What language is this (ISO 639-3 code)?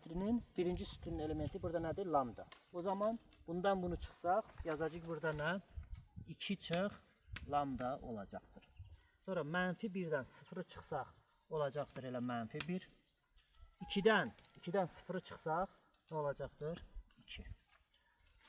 aze